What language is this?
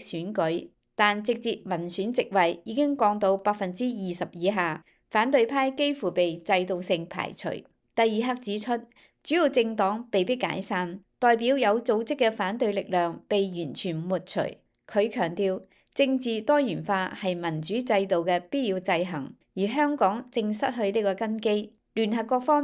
Cantonese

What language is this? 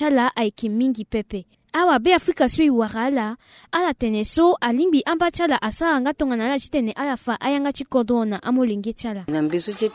Sango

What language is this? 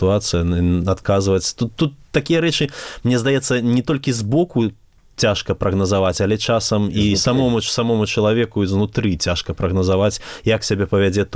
Belarusian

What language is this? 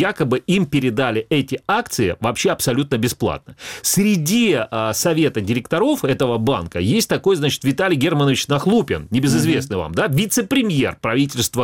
Russian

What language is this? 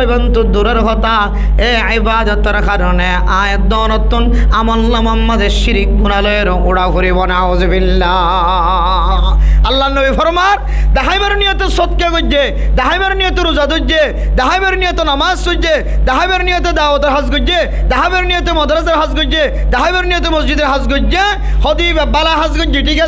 Rohingya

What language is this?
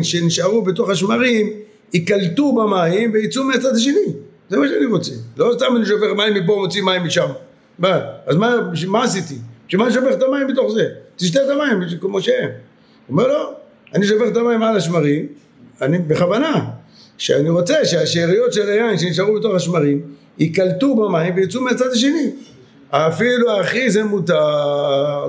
Hebrew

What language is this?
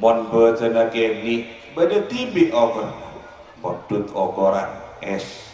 Madurese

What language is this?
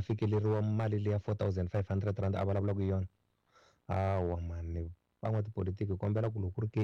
Tsonga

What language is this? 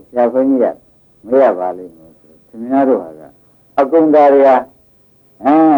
Burmese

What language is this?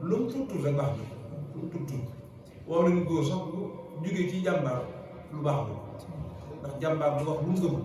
Wolof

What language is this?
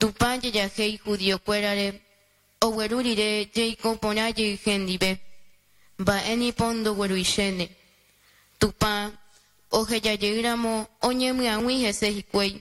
Guarani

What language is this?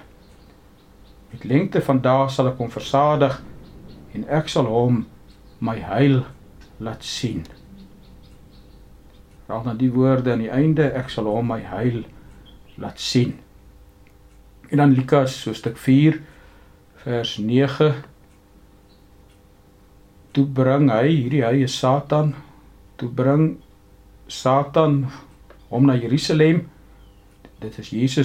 Afrikaans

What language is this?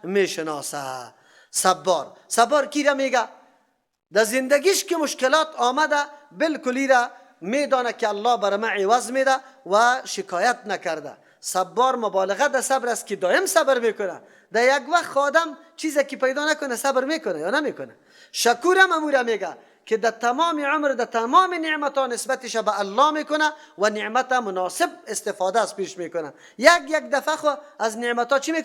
Persian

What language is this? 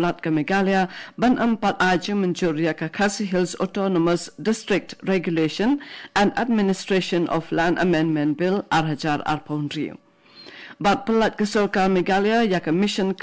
Khasi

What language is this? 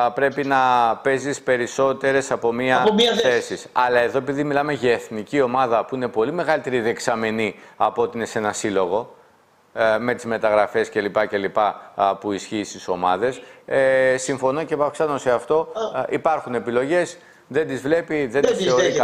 Greek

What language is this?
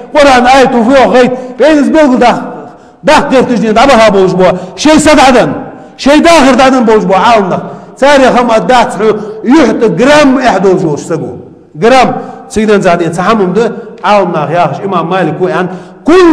Ingush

